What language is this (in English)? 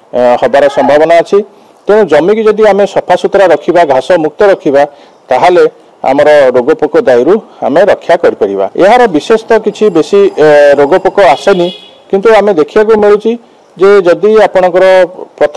Odia